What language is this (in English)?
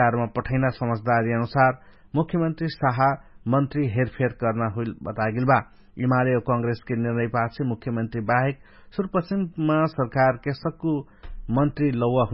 Dangaura Tharu